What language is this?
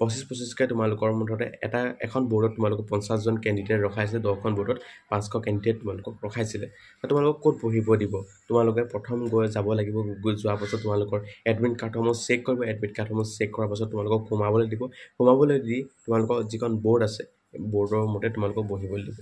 Assamese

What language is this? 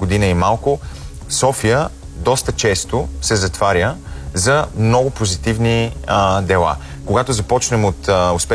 Bulgarian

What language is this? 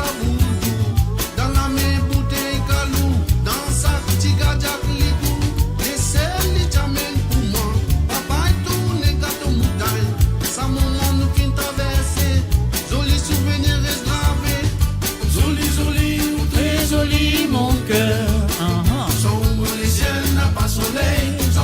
Morisyen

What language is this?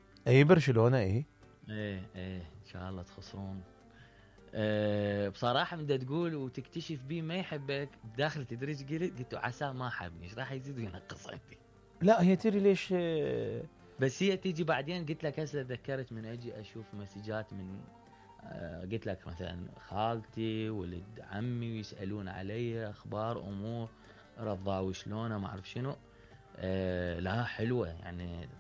Mesopotamian Arabic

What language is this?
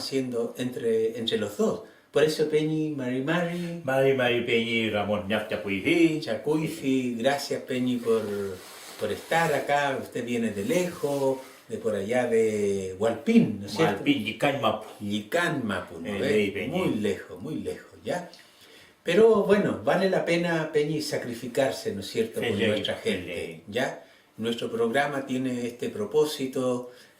Mapuche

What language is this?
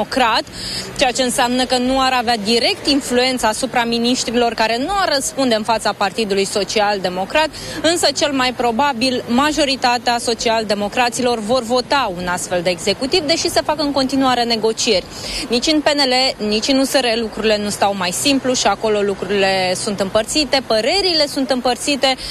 Romanian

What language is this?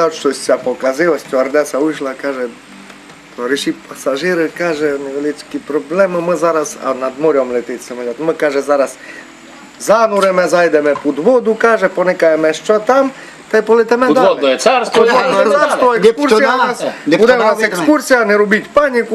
Rusyn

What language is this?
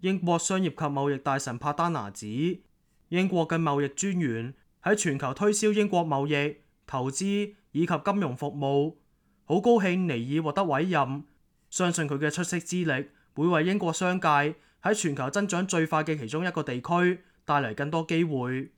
Cantonese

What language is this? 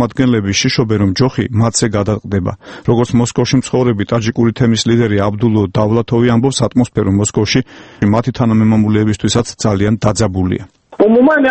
Georgian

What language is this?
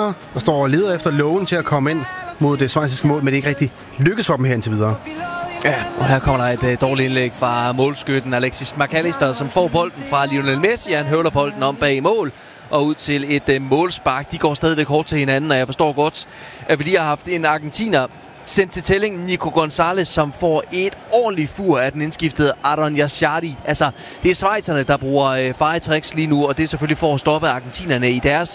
Danish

